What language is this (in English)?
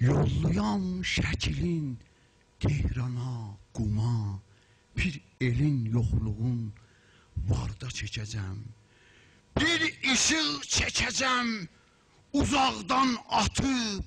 South Azerbaijani